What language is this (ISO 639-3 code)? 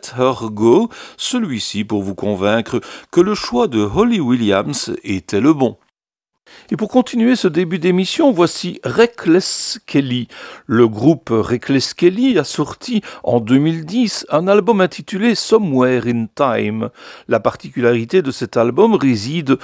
fra